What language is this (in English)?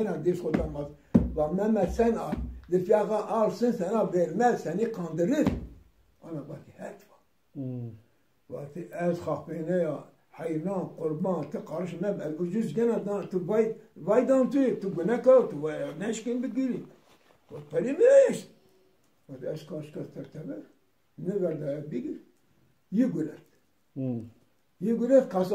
Zaza